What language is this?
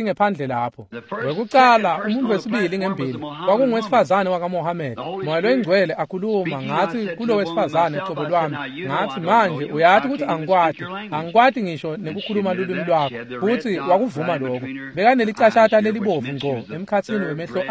Swati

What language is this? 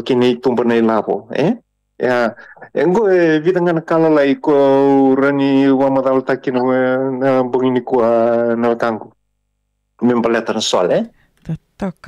Fijian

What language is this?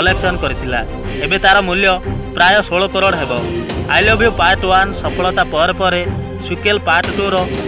Odia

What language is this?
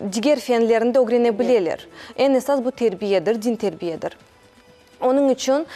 Crimean Tatar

